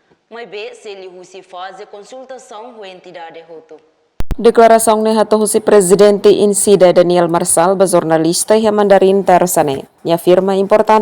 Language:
Tetum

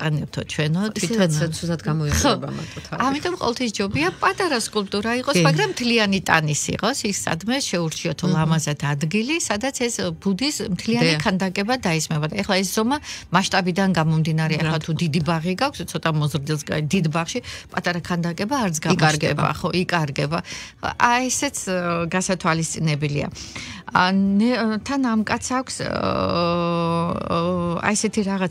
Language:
Georgian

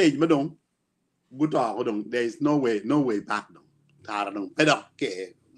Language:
Acoli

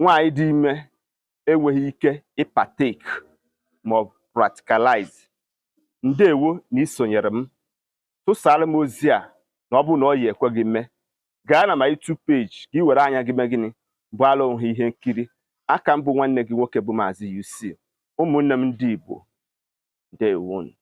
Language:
Igbo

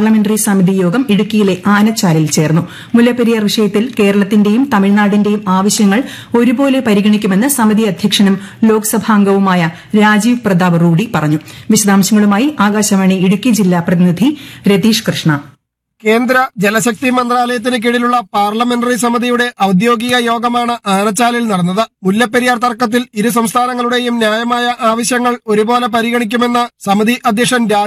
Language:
Malayalam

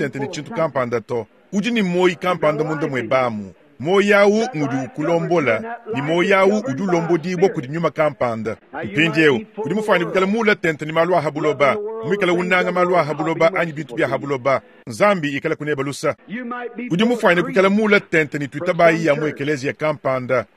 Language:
Luba-Lulua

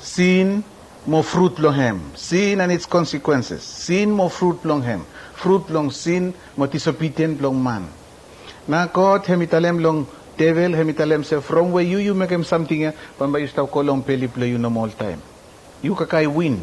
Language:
Bislama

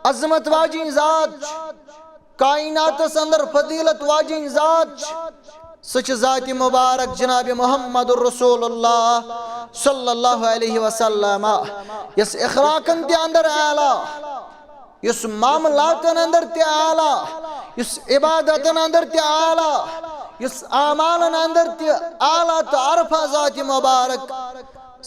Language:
Kashmiri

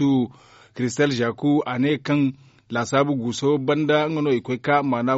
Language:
Zarma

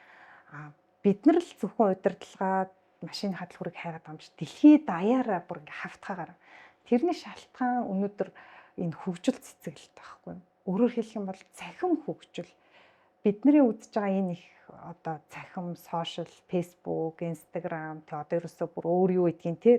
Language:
Mongolian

